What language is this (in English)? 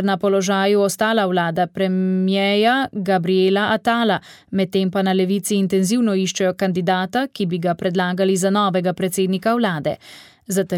Slovenian